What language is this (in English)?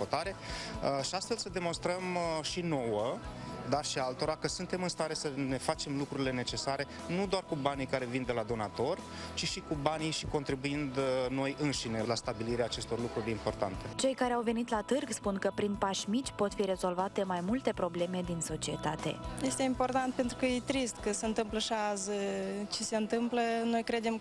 Romanian